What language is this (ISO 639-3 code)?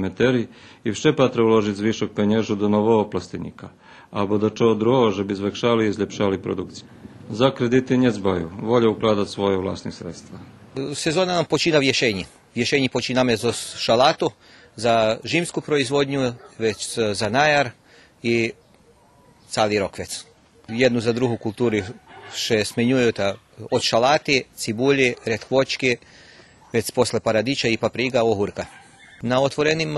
rue